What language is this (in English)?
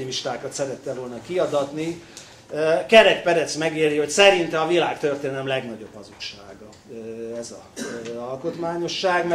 Hungarian